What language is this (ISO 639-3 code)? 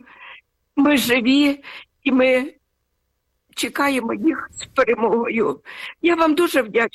ukr